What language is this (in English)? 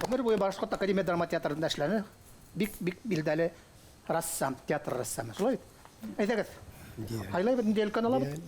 Bashkir